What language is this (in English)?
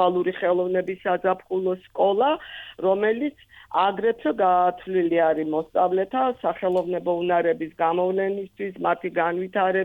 Georgian